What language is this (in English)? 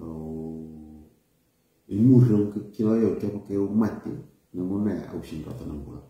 Fijian